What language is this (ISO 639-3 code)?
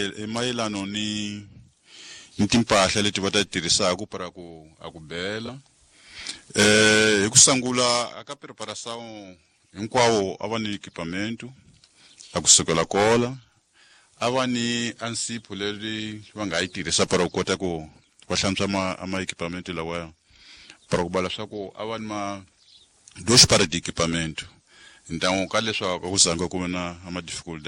tso